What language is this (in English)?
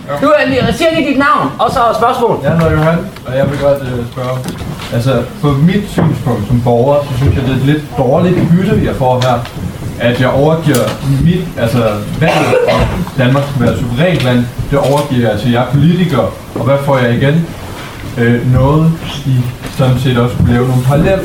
Danish